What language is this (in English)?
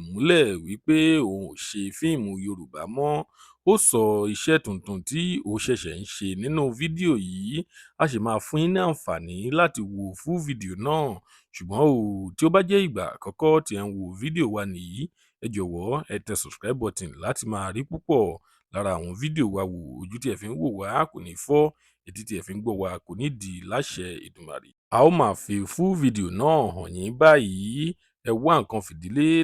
Yoruba